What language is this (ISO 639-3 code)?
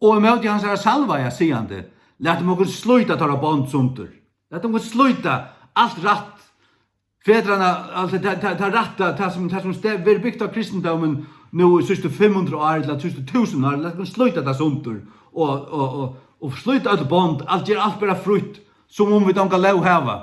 fao